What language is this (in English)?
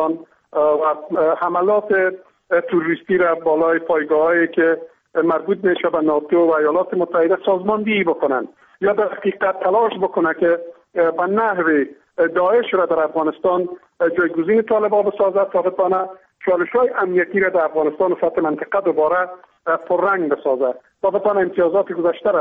Persian